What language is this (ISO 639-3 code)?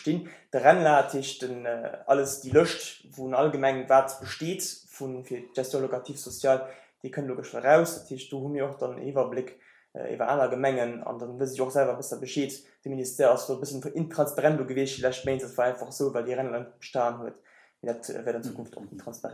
ltz